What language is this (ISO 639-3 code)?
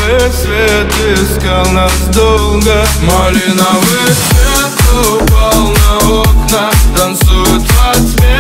rus